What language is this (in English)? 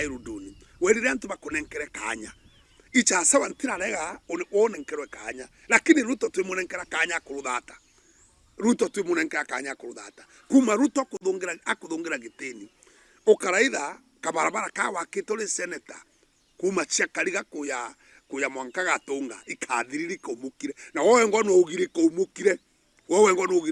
Meru